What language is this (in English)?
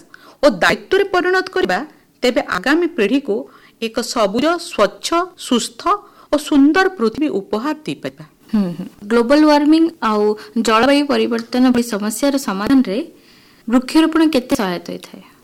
Odia